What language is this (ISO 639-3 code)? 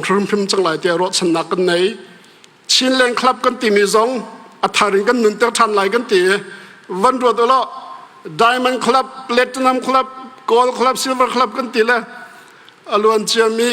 cnh